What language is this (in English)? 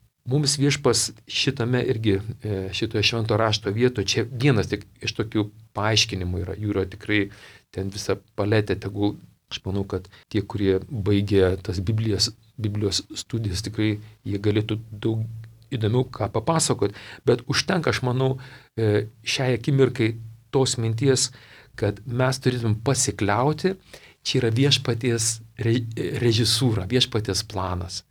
Lithuanian